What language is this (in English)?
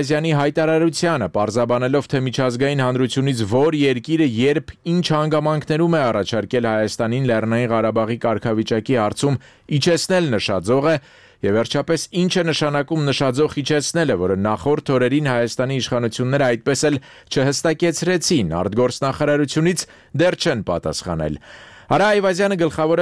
Armenian